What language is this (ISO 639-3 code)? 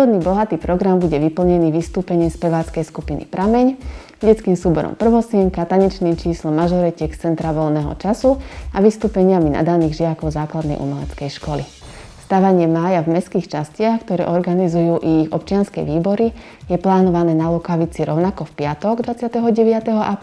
slk